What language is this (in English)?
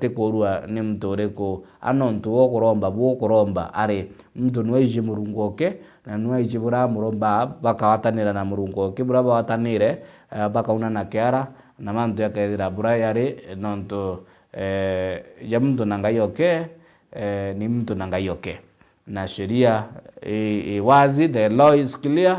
Meru